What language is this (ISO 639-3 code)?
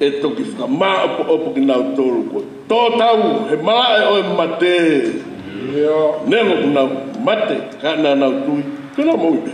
ton